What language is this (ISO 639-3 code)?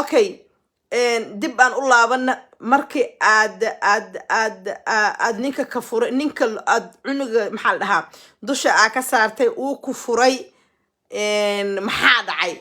som